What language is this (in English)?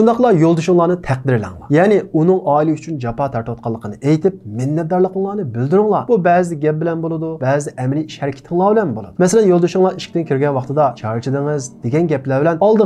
Uyghur